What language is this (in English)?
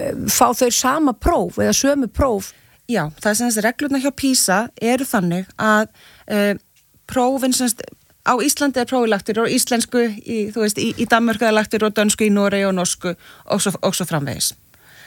Icelandic